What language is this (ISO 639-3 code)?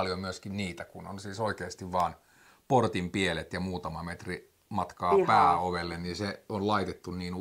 fin